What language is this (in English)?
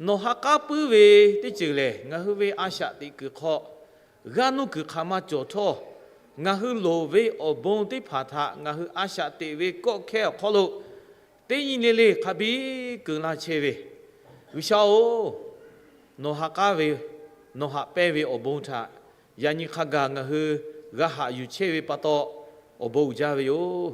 Lahu